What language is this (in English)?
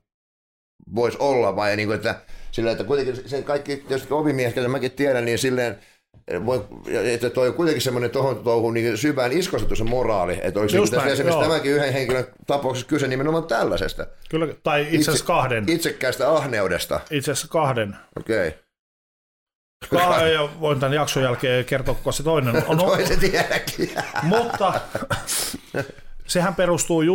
Finnish